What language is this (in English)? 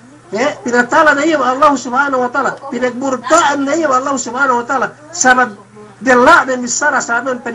Yakan